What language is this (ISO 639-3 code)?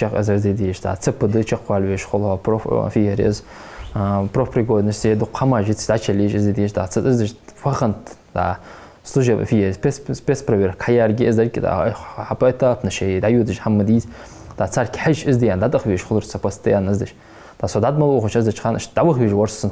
inh